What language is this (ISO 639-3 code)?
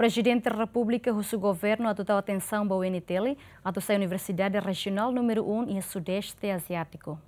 tet